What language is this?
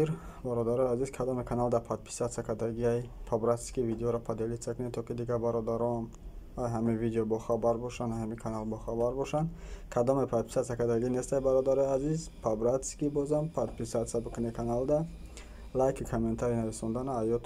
Tajik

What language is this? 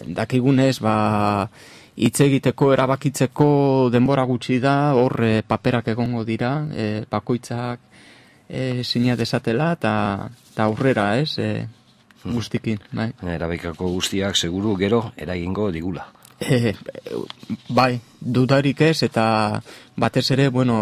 Basque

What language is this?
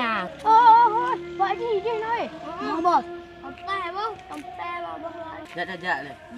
Achinese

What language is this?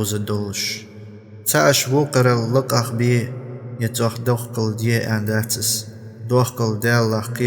Ingush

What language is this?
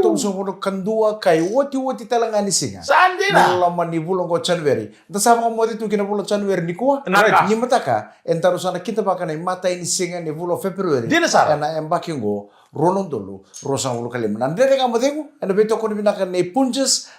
Fijian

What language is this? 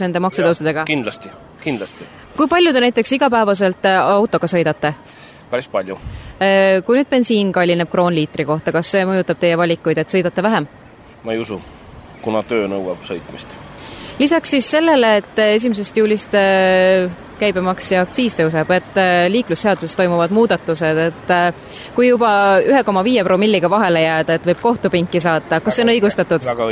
Estonian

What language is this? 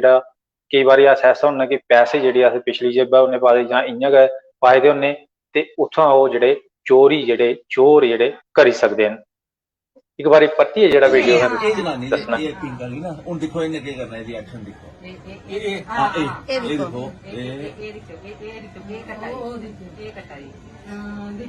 Dogri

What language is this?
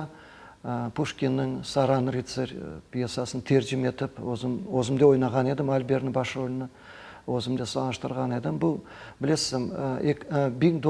Crimean Tatar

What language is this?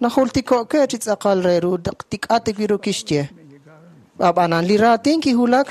Kekchí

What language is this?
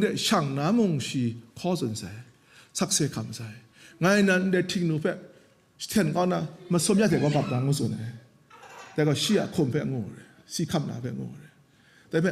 Kachin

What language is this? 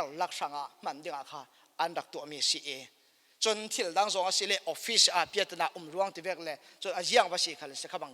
Falam Chin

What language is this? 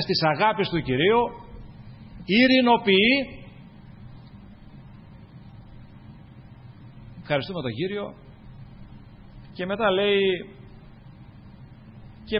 Greek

